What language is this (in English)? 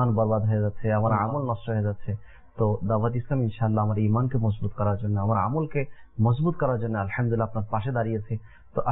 Bangla